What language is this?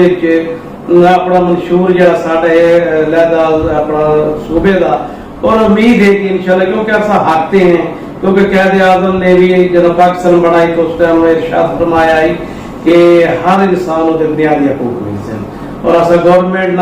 Saraiki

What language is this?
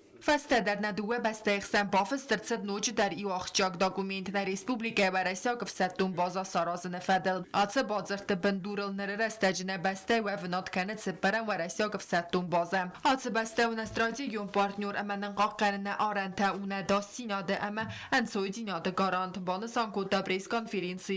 Ossetic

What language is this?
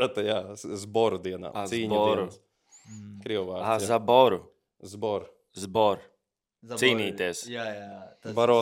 Latvian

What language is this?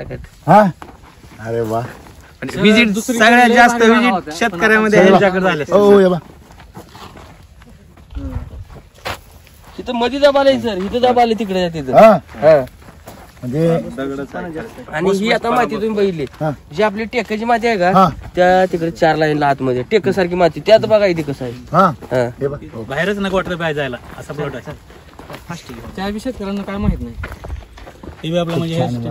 Marathi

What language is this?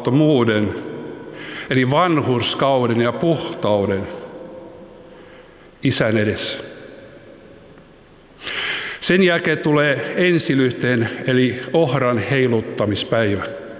Finnish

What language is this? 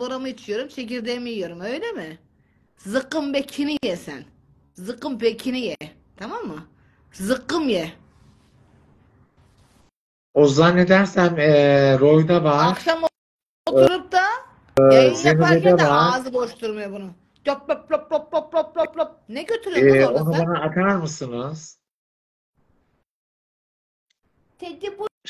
Turkish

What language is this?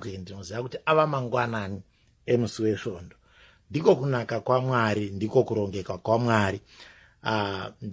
Shona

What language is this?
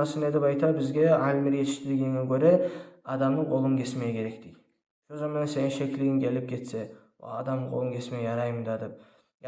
Kumyk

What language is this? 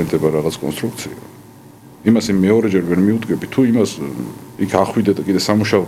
Georgian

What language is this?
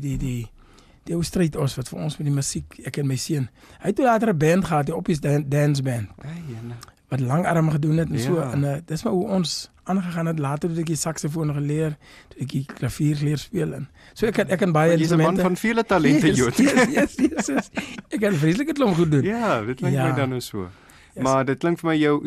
Afrikaans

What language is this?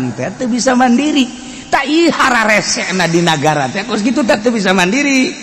Sundanese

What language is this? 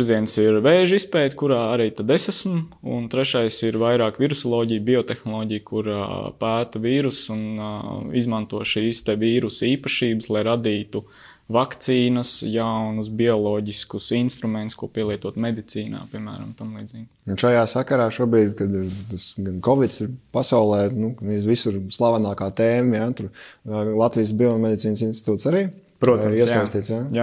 Latvian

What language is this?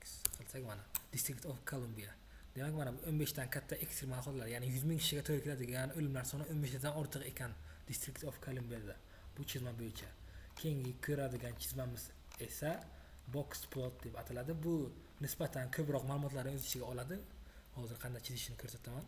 Uzbek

